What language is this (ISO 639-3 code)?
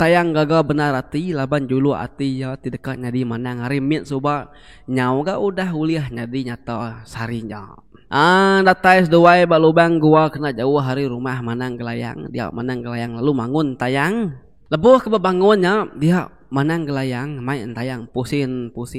iba